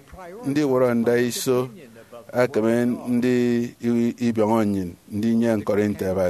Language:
Efik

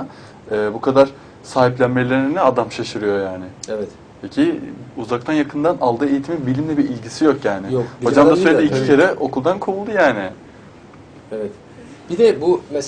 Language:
Turkish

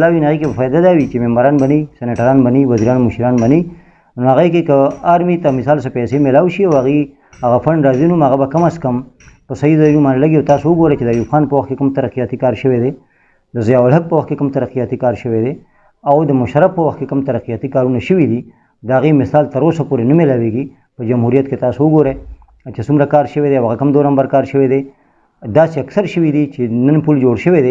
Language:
Pashto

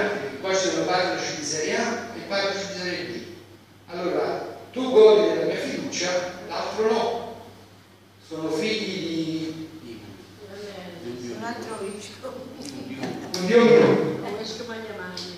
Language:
Italian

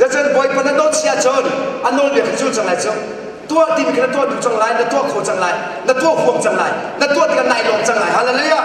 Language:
Hakha Chin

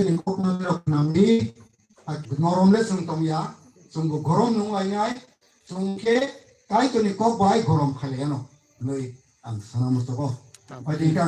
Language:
Kok Borok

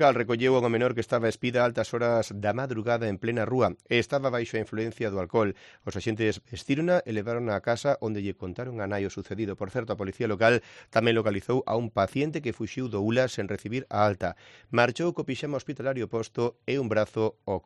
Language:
Galician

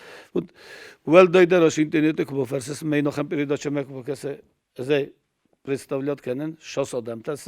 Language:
Ossetic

